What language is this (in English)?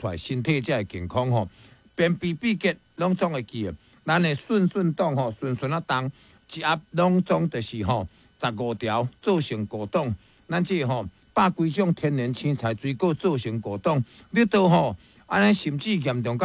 Min Nan Chinese